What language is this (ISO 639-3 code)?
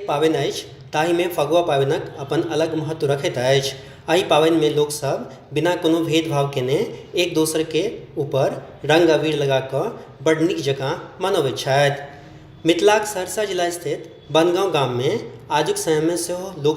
mai